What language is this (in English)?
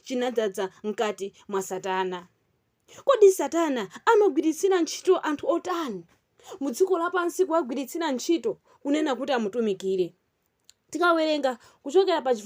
Nyanja